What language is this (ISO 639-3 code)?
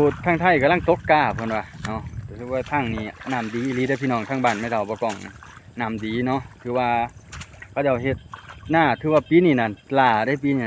lao